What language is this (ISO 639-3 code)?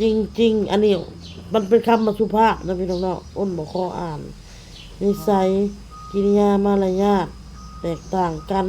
tts